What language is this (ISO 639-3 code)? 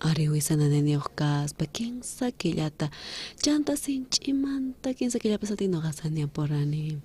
quh